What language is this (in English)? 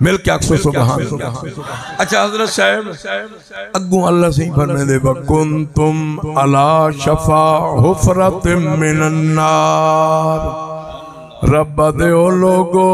Saraiki